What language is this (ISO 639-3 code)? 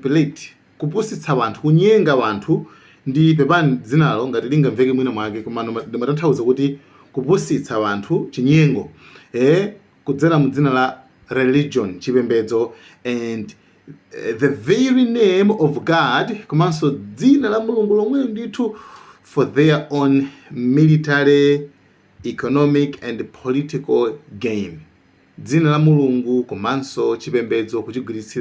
nya